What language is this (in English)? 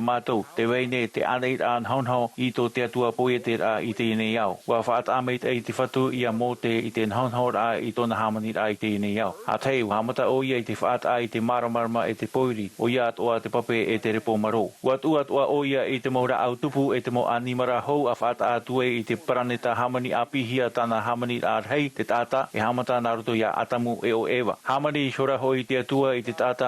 Tahitian